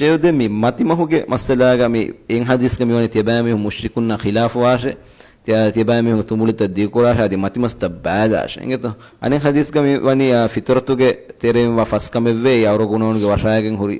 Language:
Divehi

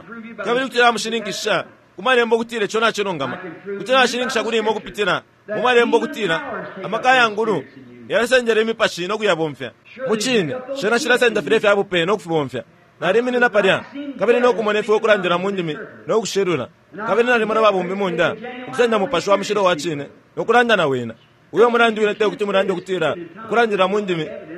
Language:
Bemba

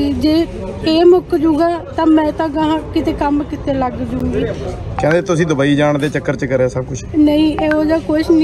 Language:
Punjabi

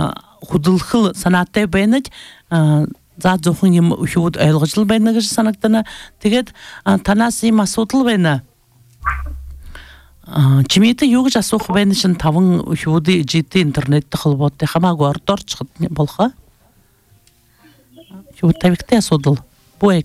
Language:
Buriat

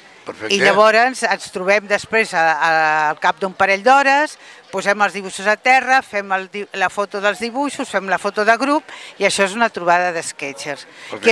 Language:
Catalan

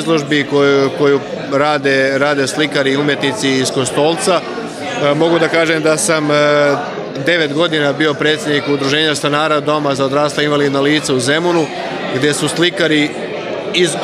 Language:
Serbian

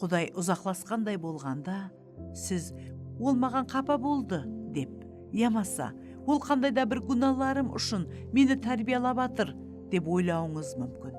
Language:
Kara-Kalpak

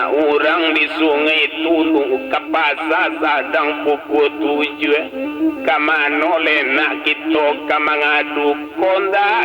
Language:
Minangkabau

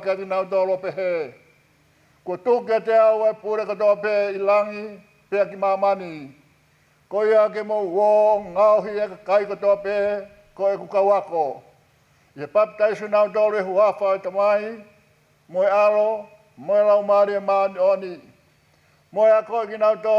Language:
Tongan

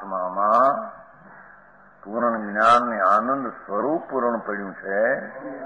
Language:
Gujarati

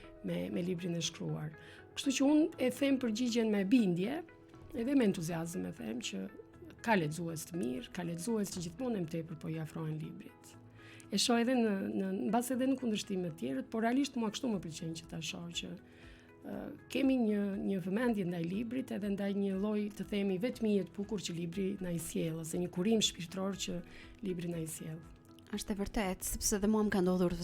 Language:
Albanian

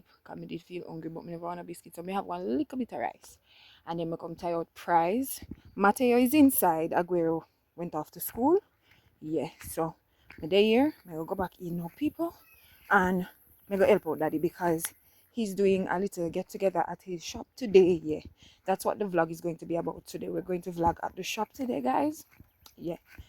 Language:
Jamaican Creole English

